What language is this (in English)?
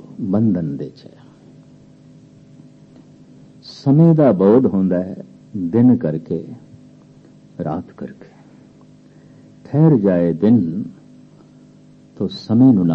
Punjabi